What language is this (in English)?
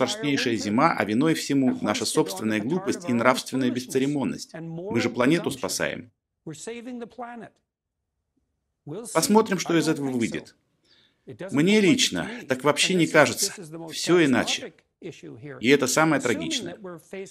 Russian